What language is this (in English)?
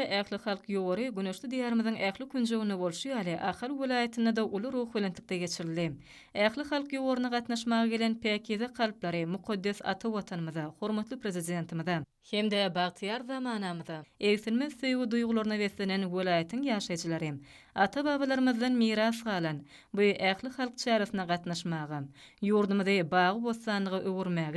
Turkmen